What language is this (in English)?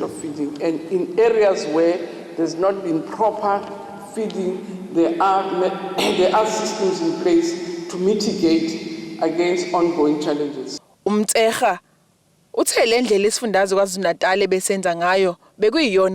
Zulu